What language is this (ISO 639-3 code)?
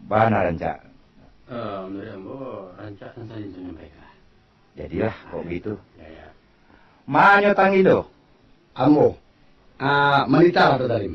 min